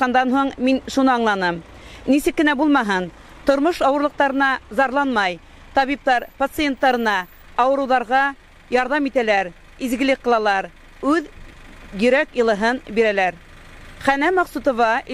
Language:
Bashkir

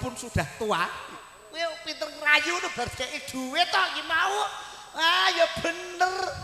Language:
Javanese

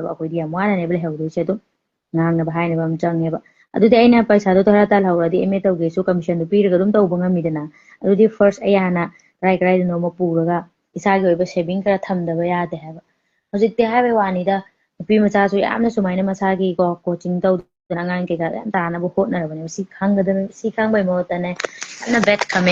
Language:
Manipuri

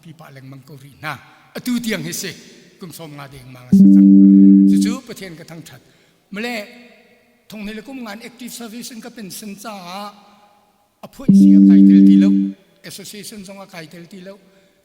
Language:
Hakha Chin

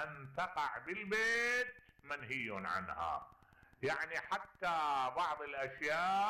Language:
Mesopotamian Arabic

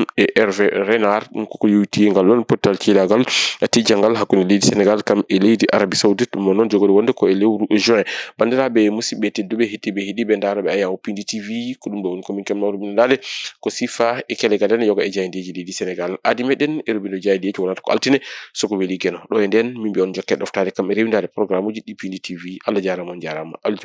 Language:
Fula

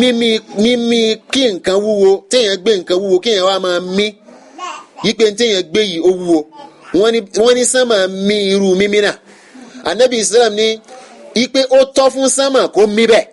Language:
Yoruba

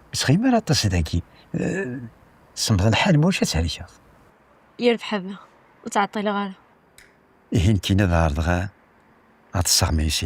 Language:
Kabyle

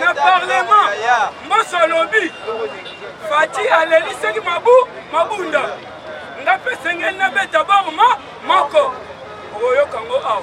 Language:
Lingala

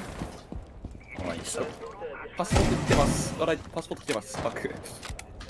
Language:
Japanese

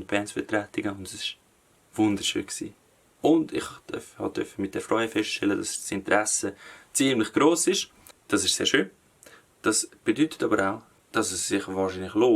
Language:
Swiss German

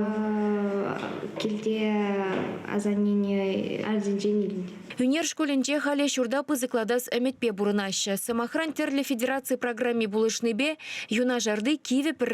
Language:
Chuvash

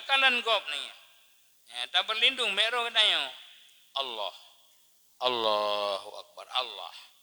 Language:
Achinese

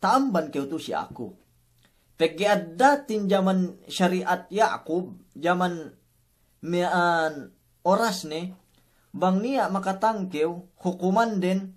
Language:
Yakan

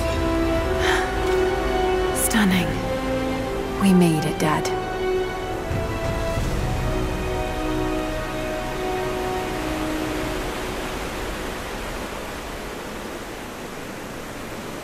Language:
English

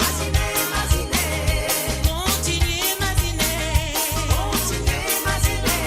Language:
Morisyen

